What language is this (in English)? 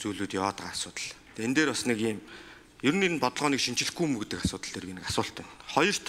Mongolian